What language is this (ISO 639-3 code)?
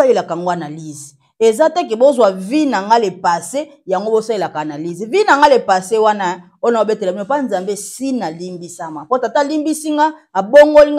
lin